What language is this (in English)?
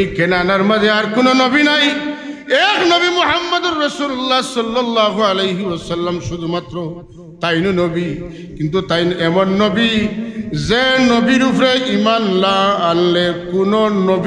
Sylheti